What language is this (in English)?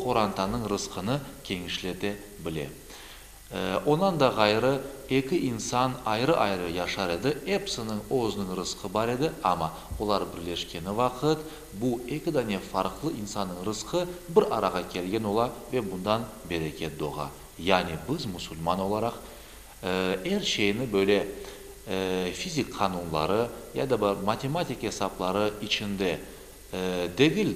Crimean Tatar